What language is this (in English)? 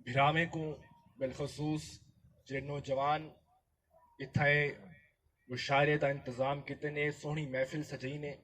Saraiki